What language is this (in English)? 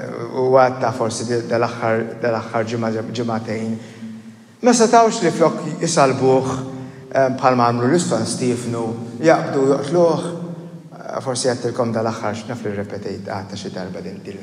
Maltese